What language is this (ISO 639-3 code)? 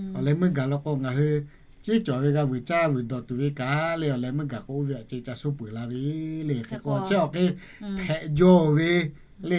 lhu